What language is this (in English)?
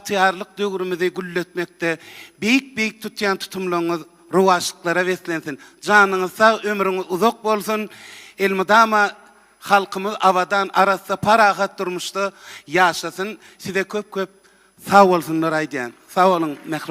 Turkmen